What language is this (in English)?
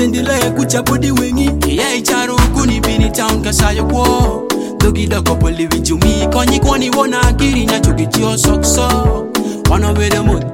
Swahili